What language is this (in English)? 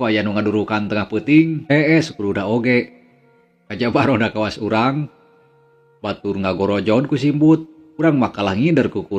Sundanese